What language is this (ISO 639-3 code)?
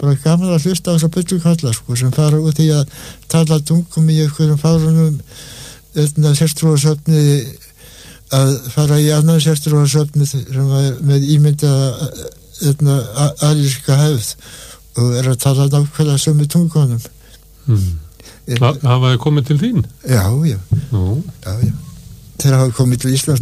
isl